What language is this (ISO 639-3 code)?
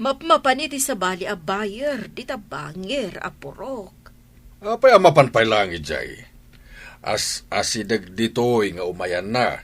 ilo